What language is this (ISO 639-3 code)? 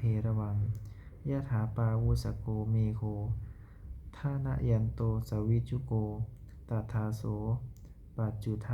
pli